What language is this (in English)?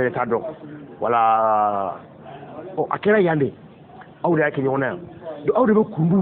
Bambara